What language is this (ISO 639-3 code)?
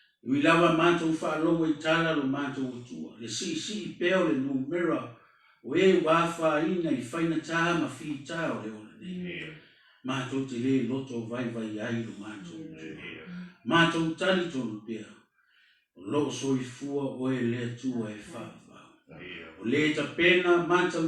smo